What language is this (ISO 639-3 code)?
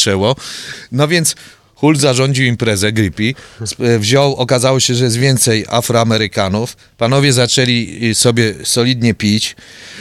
pol